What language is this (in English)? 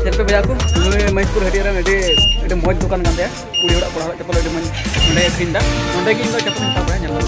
Santali